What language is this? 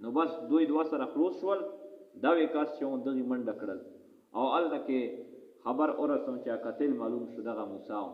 Pashto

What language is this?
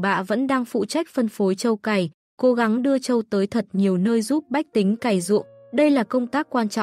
Vietnamese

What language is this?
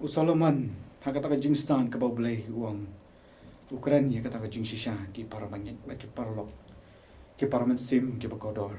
Khasi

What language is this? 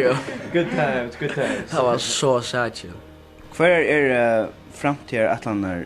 Faroese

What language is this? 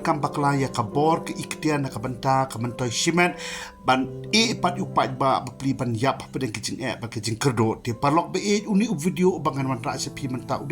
Khasi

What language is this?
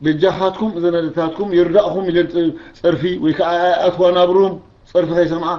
Tigrinya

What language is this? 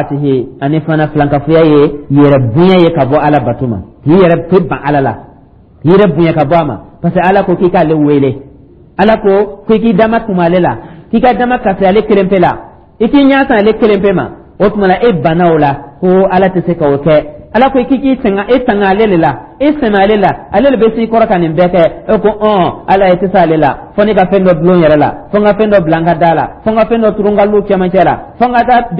Dyula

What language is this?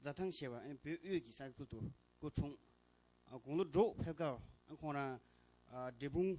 Tibetan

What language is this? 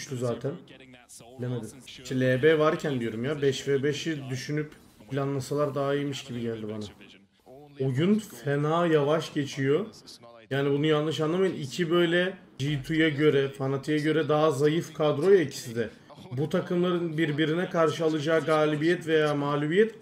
Turkish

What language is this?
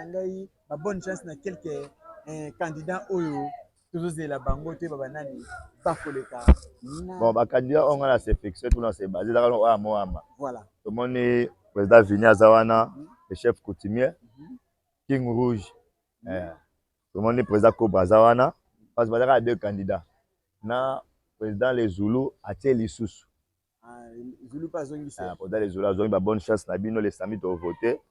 Lingala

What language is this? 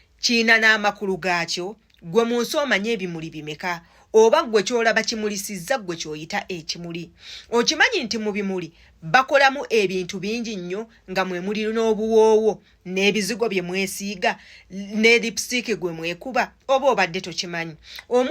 Ganda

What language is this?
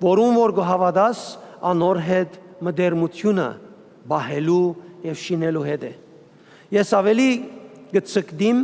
Western Armenian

